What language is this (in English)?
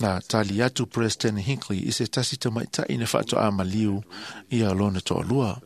Samoan